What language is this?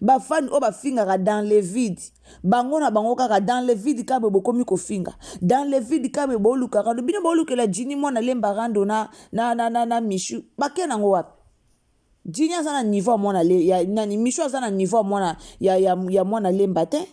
Lingala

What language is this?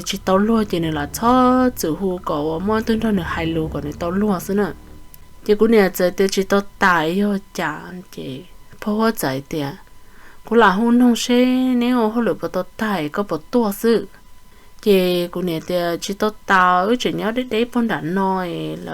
Hmong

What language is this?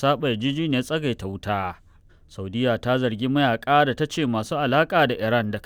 Hausa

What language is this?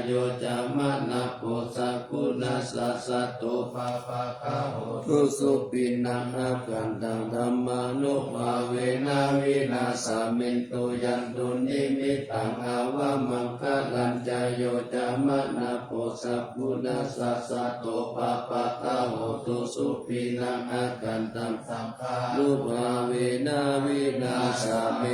Pali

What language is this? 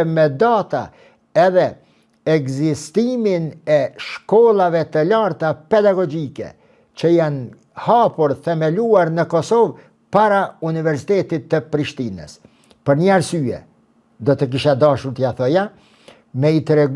Albanian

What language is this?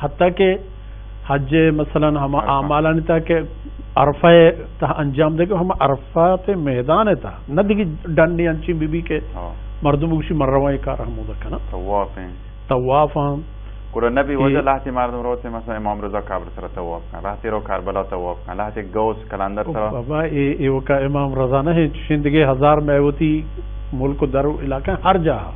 Baluchi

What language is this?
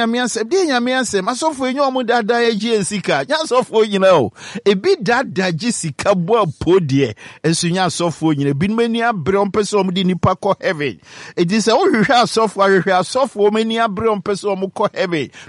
Akan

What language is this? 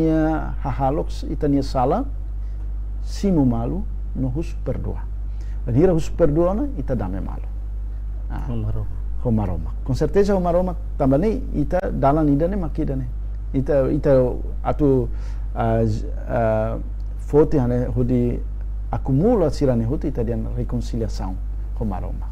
Tetum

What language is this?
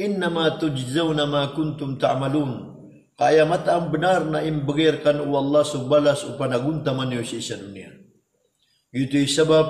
Maranao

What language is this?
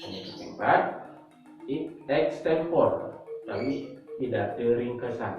Balinese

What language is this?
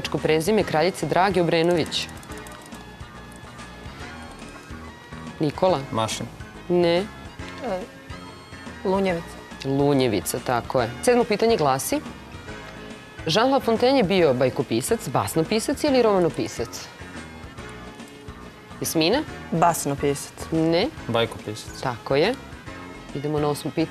Serbian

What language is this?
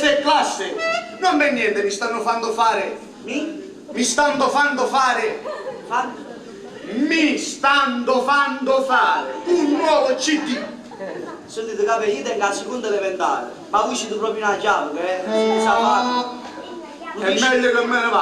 Neapolitan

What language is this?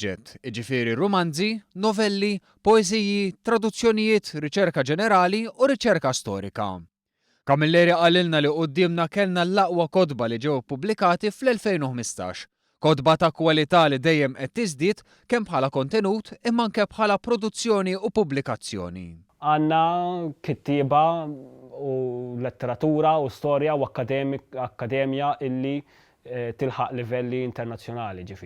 Maltese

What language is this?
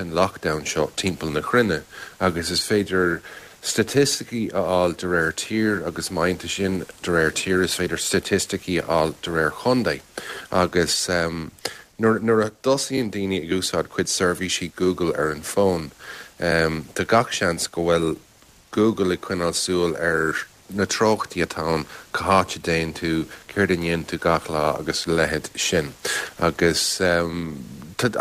Irish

